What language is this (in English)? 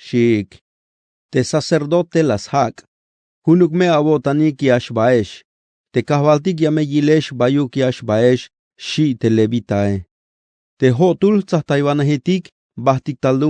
Tzeltal